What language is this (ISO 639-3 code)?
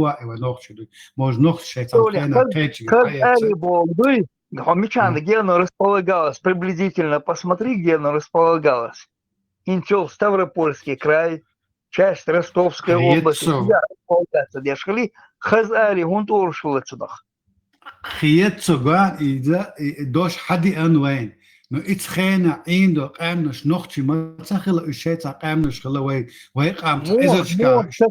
che